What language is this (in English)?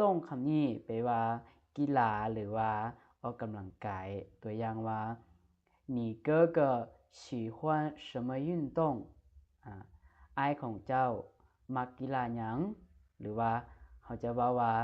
Lao